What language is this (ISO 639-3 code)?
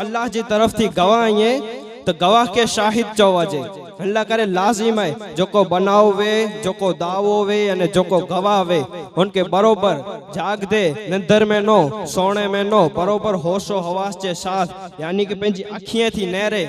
kfr